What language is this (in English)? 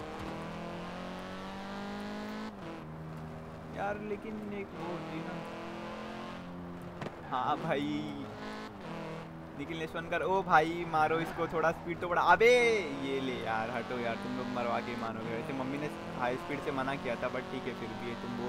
Hindi